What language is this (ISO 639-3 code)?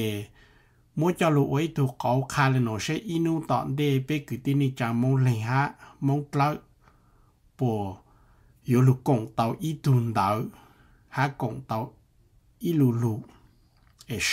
hmn